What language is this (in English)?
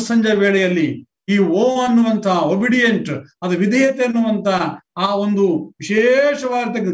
Kannada